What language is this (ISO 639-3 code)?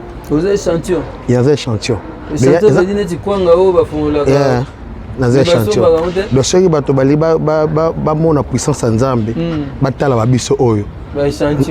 lin